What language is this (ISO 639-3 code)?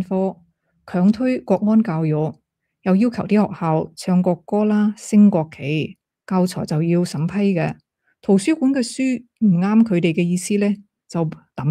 yue